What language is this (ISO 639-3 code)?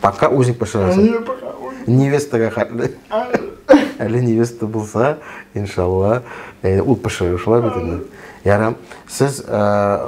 tat